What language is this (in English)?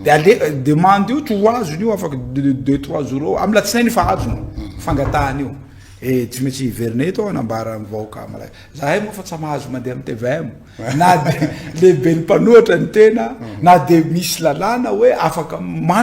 Malagasy